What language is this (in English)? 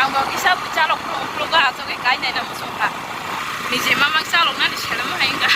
Kok Borok